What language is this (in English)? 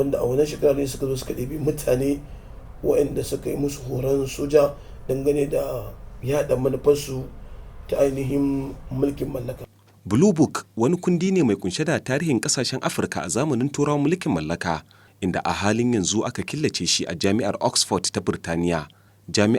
Hausa